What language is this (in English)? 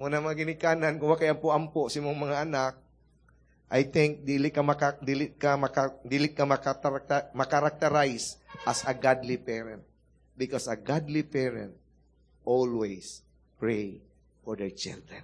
Cebuano